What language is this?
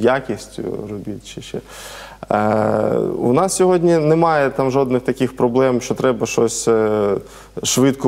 Ukrainian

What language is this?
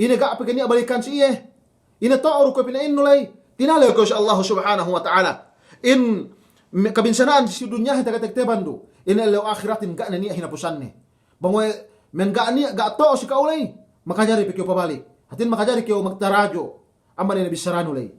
Yakan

